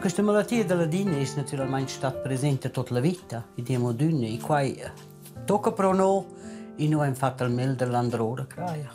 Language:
Romansh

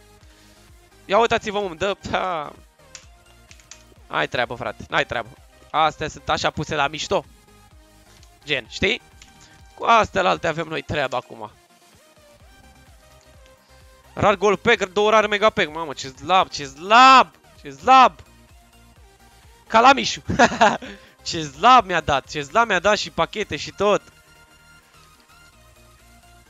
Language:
Romanian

